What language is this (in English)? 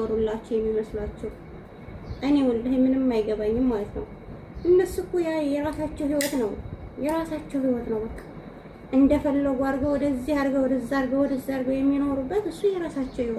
Amharic